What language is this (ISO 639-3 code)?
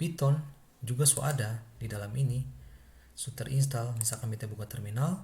abs